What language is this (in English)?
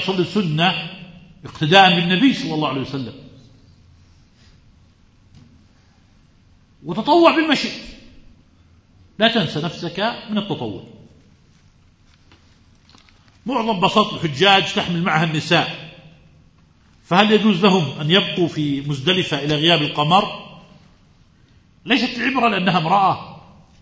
Arabic